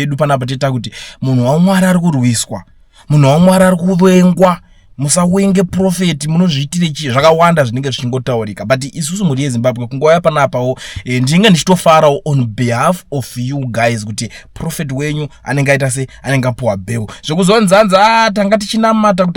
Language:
Shona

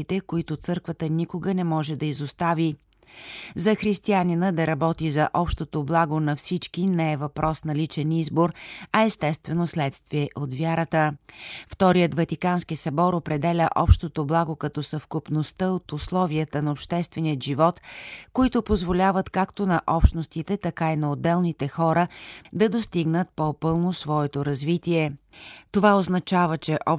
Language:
Bulgarian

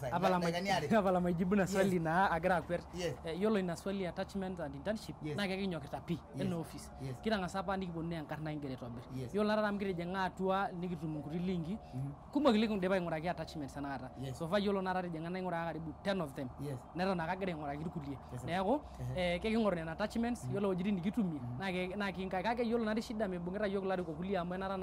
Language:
Masai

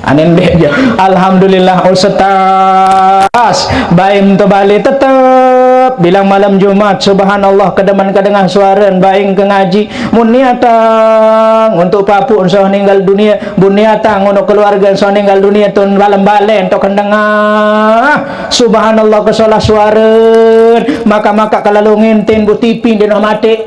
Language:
Sasak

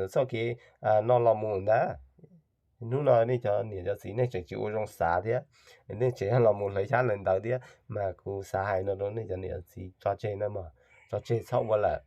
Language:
Hmong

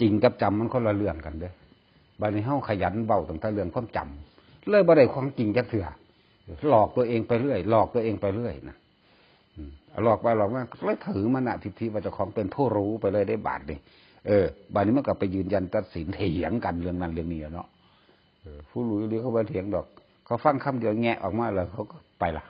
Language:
Northeastern Thai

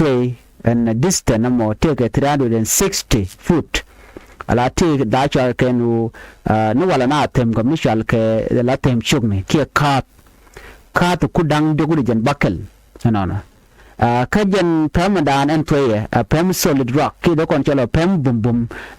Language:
Nuer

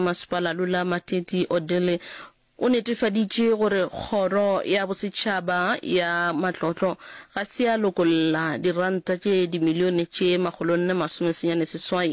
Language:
Northern Sotho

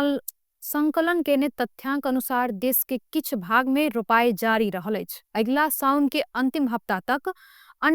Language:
Maithili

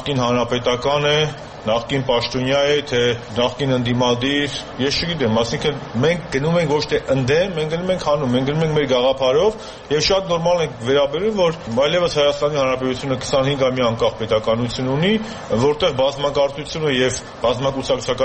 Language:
Armenian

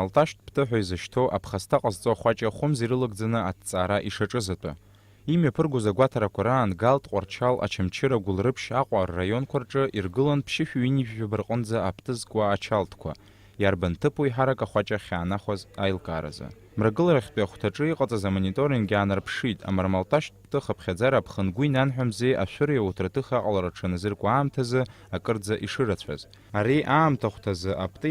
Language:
Abkhazian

